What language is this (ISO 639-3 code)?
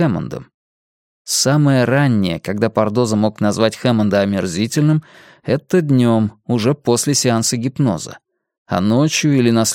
rus